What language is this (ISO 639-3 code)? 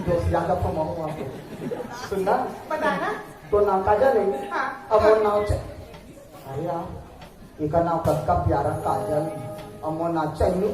hne